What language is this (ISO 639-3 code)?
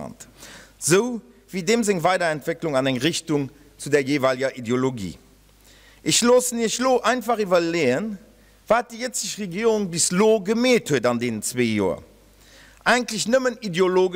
ltz